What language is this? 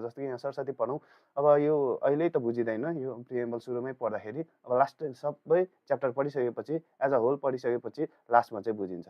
Nepali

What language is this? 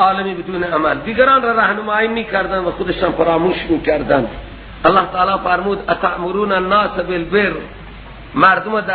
Persian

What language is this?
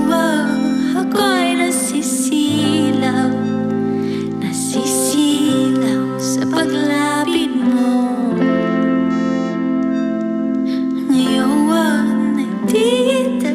Filipino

